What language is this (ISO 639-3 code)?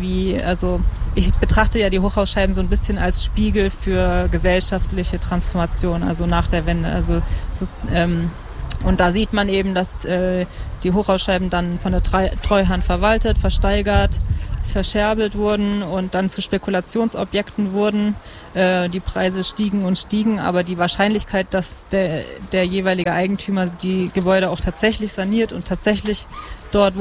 deu